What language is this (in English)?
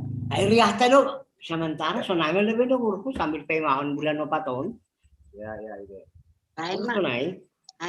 Batak Simalungun